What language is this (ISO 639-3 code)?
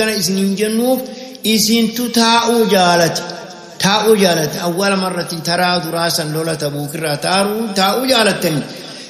orm